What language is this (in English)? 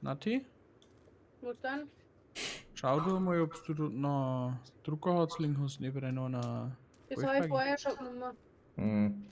Bavarian